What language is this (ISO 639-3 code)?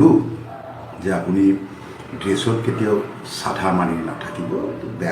asm